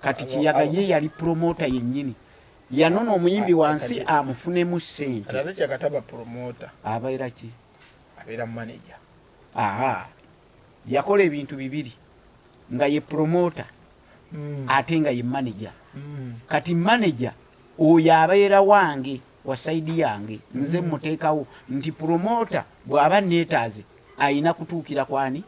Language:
Ganda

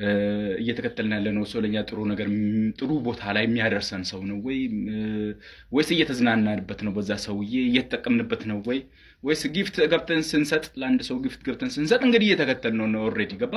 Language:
Amharic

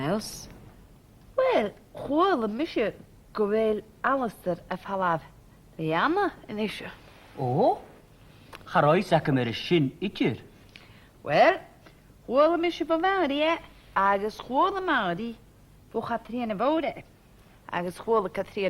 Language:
Scottish Gaelic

